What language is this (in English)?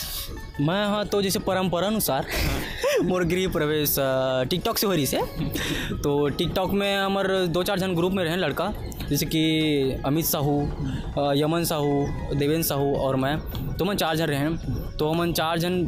Chhattisgarhi